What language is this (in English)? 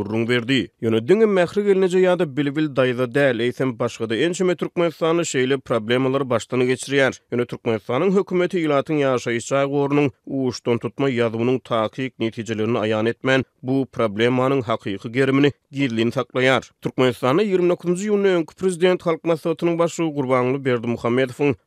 Turkmen